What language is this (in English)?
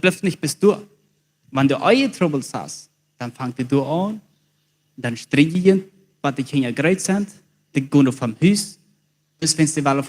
Plautdietsch